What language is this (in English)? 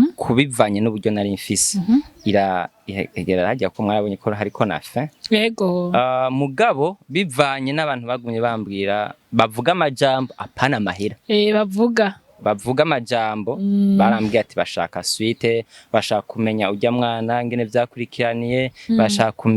Rundi